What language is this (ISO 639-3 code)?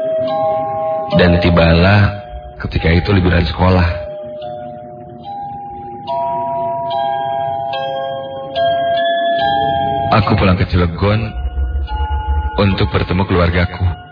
ind